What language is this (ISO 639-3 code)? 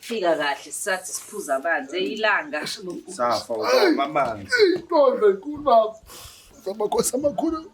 zul